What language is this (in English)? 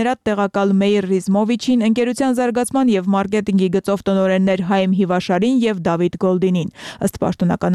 Armenian